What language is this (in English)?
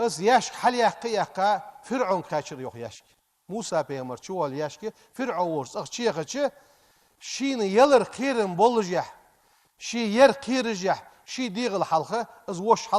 Ingush